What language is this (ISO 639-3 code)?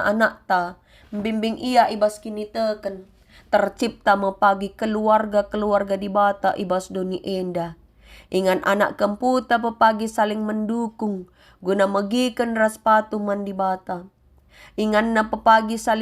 btx